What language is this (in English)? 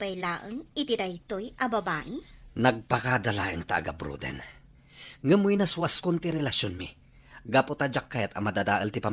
Iloko